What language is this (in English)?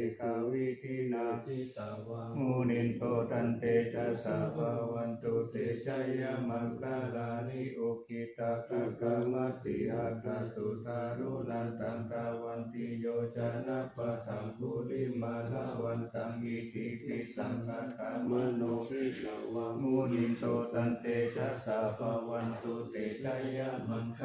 Pali